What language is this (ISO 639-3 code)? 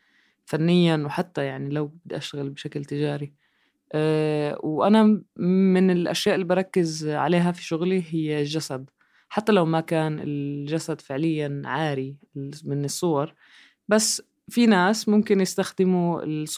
apc